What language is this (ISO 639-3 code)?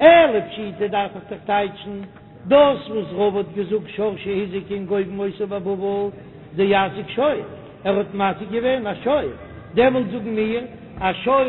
yid